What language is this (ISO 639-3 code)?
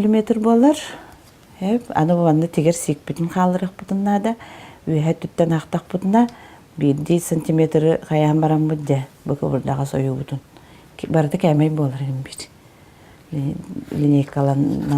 sah